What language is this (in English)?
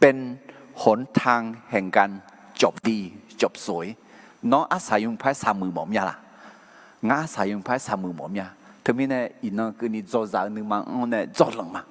Akha